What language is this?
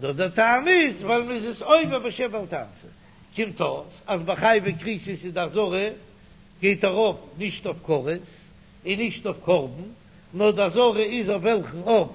Yiddish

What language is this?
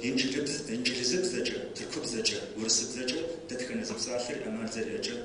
Kabardian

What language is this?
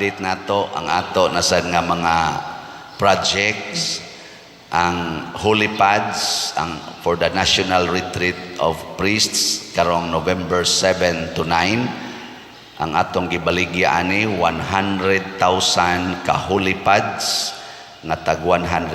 Cebuano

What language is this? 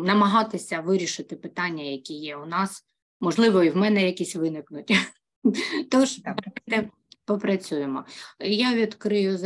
Ukrainian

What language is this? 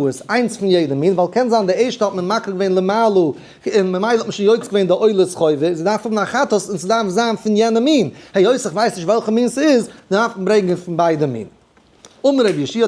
Yiddish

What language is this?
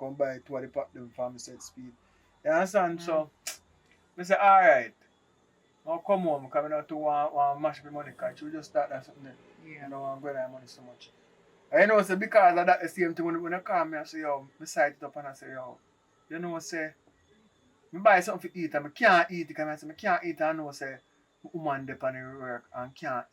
Jamaican Creole English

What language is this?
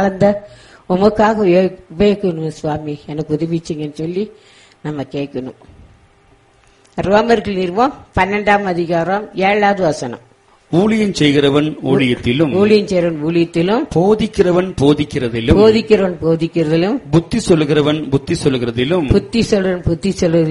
Tamil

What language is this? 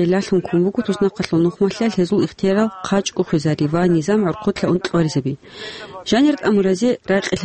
Avaric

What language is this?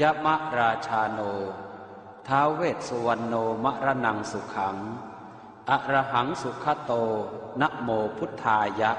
Pali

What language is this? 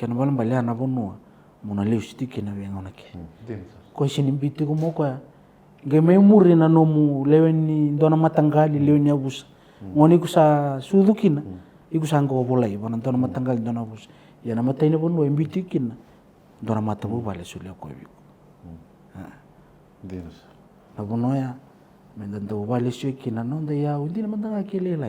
Fijian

